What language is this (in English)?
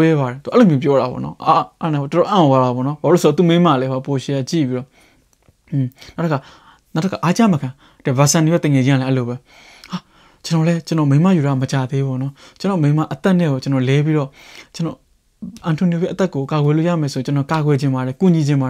Burmese